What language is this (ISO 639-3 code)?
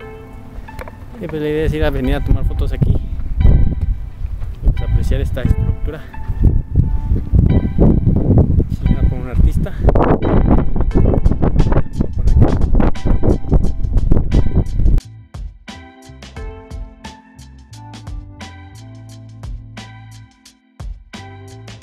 spa